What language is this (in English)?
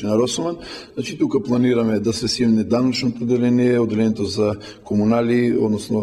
Macedonian